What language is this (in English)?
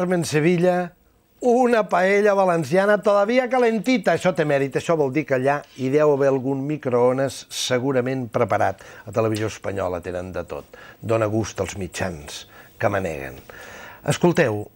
Catalan